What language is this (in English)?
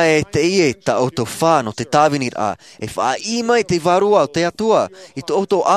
Tahitian